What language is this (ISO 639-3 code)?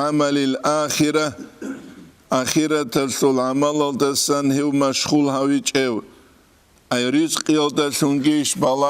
ava